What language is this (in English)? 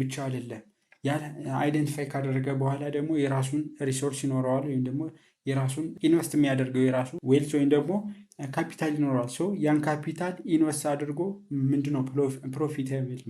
Amharic